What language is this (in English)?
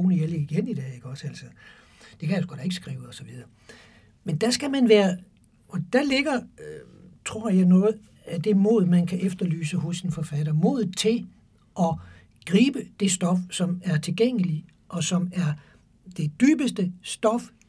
Danish